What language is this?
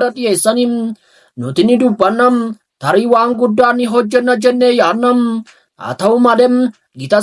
Oromo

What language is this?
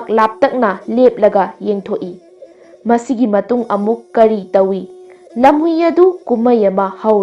Manipuri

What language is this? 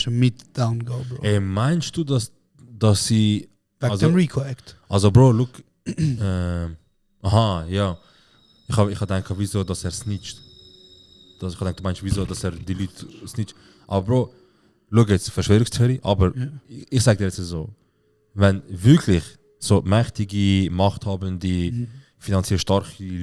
Swiss German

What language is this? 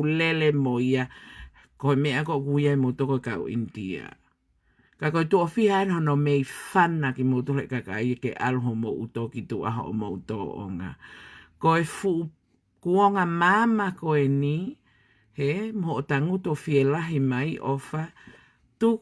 Tongan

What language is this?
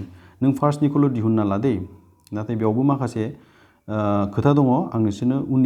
Bodo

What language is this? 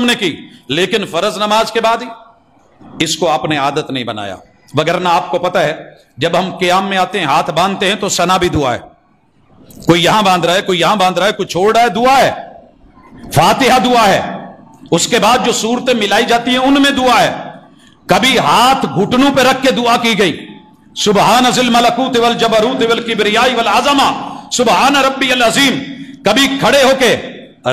Urdu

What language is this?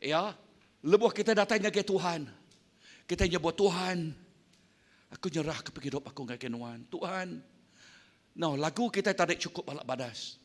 Iban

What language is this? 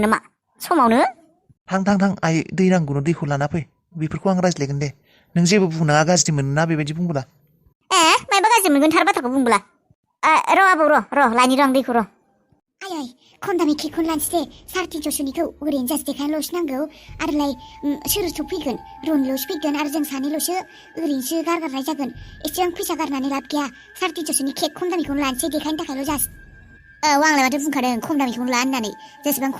Bodo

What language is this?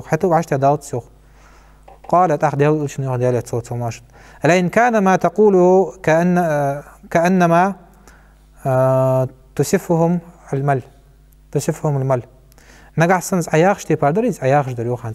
Ingush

